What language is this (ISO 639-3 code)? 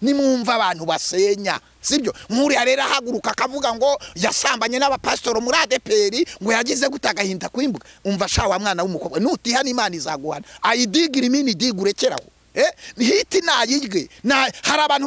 kin